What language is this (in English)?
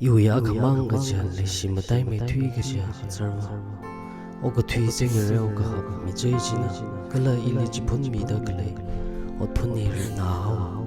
Tangkhul Naga (India)